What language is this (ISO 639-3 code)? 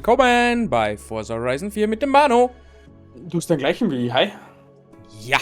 bar